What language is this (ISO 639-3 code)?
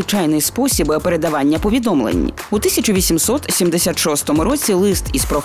ukr